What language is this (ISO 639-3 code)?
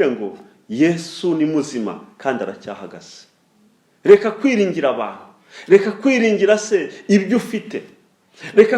kin